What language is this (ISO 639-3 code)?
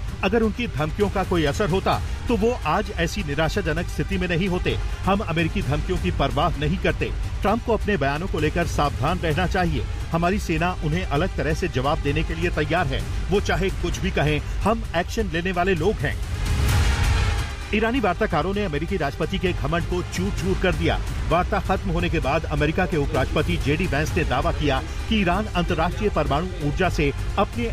hin